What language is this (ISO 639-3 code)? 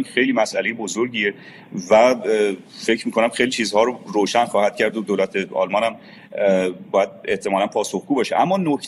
fas